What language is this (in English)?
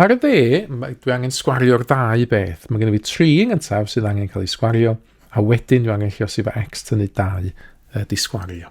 Welsh